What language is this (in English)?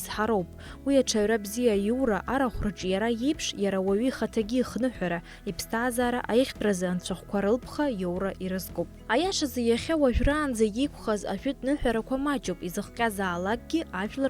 Abkhazian